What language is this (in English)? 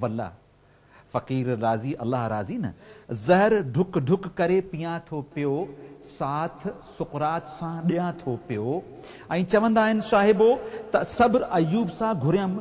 Sindhi